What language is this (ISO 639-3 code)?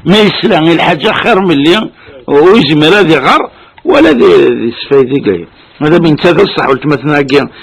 kab